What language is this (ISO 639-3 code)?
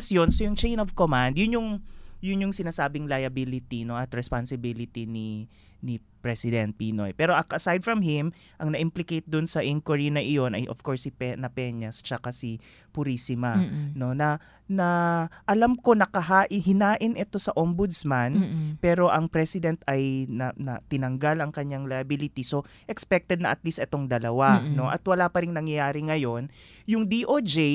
fil